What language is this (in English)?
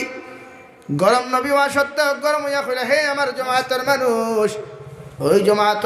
Sylheti